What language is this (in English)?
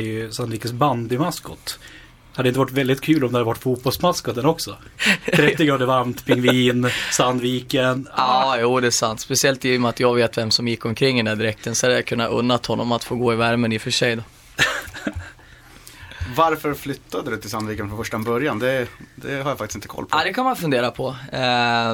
Swedish